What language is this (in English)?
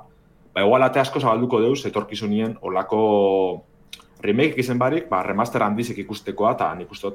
Basque